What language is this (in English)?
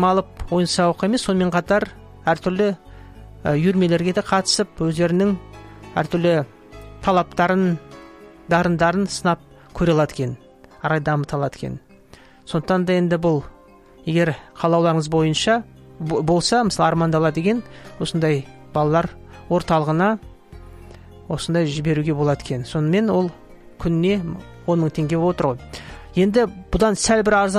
Kazakh